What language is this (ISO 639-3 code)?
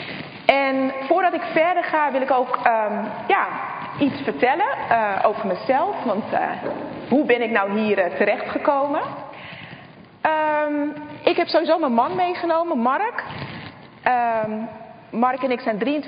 nld